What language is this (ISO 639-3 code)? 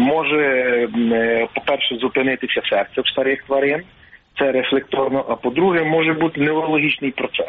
ukr